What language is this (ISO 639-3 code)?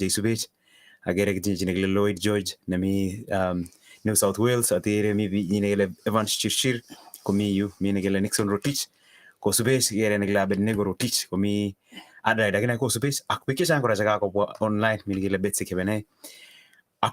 kln